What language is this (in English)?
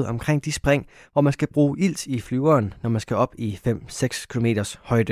Danish